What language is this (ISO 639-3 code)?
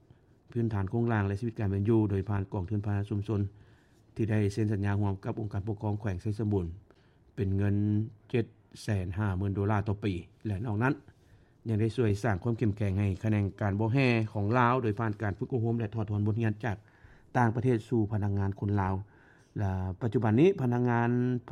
lao